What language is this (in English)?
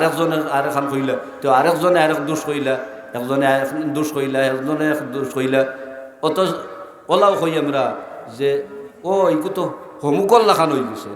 Sylheti